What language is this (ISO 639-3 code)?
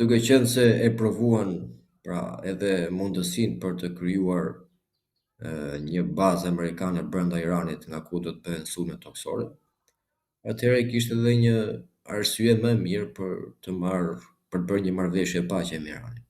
sqi